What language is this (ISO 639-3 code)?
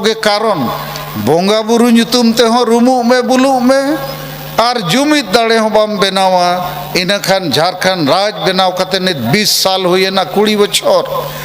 sat